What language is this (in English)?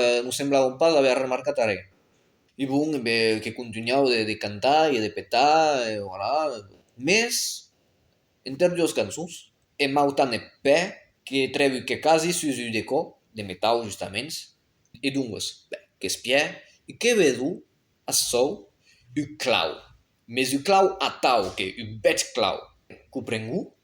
Occitan